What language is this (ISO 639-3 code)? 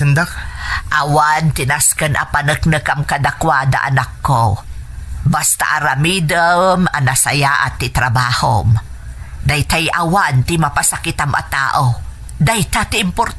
ilo